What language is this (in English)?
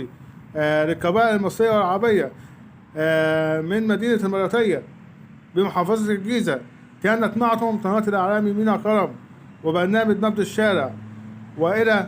Egyptian Arabic